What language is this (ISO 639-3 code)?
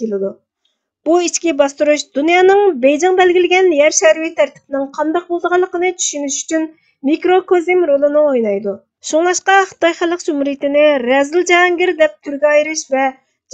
uig